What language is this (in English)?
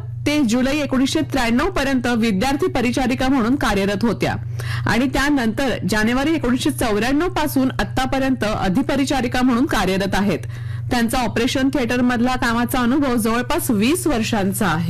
Marathi